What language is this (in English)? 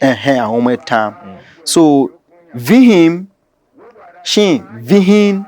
Tiv